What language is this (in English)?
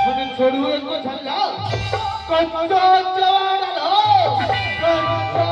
Chhattisgarhi